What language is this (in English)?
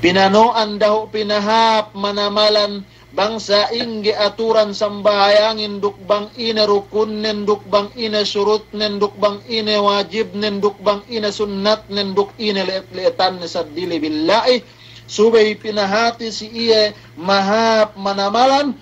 Yakan